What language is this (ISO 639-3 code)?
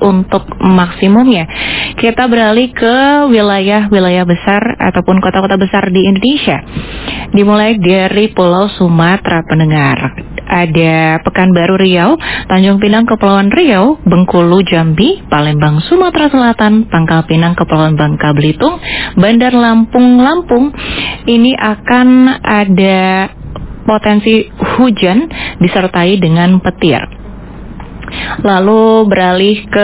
ind